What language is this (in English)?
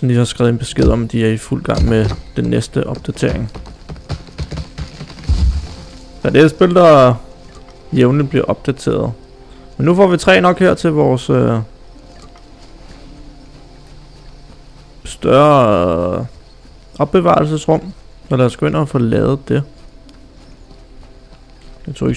Danish